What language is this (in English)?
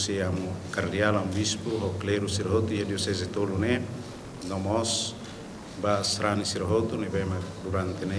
Tetum